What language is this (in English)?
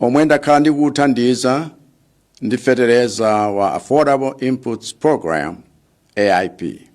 Nyanja